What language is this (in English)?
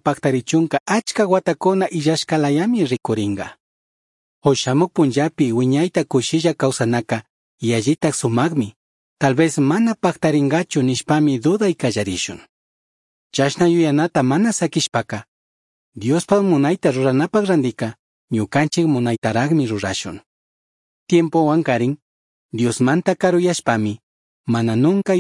Chimborazo Highland Quichua